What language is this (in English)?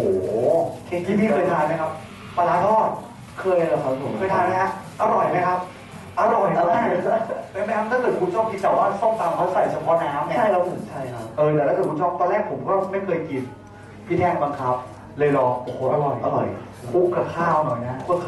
Thai